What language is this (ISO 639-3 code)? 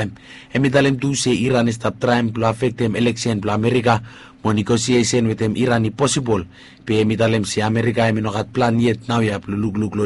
bis